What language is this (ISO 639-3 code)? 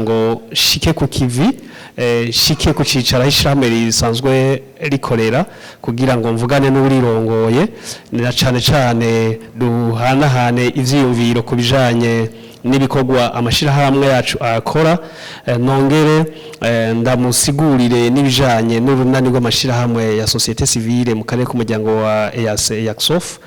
run